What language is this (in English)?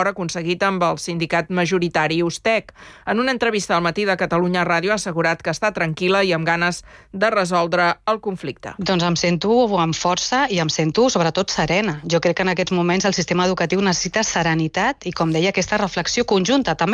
Catalan